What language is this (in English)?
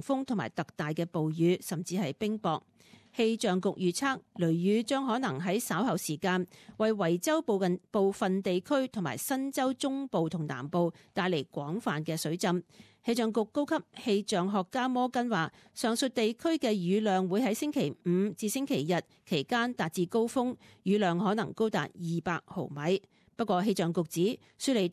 Cantonese